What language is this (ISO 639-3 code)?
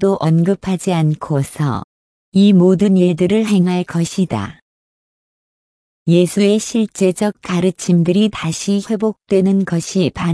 kor